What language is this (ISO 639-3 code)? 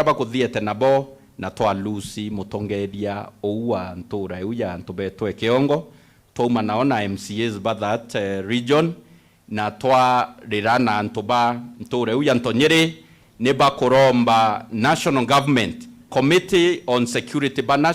mer